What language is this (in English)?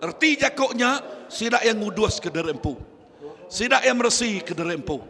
Iban